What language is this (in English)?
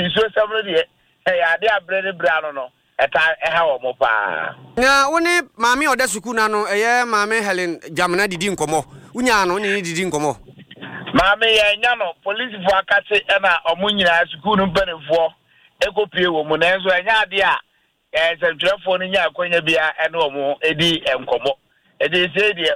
Akan